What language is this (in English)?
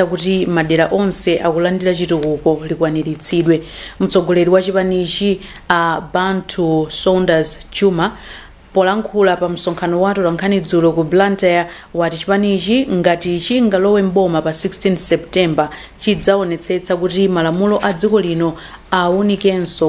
Nyanja